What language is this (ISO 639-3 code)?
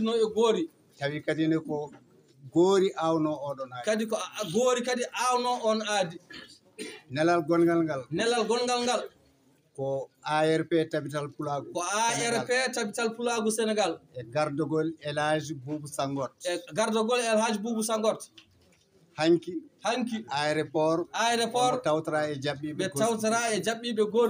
ful